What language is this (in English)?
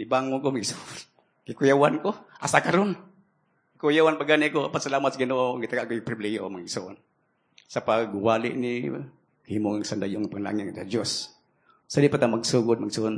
Cebuano